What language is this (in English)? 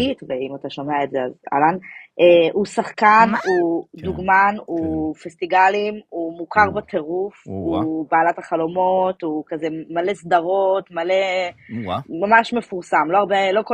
Hebrew